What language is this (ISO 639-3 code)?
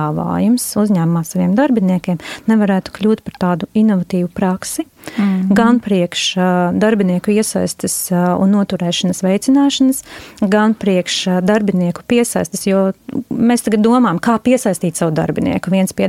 lav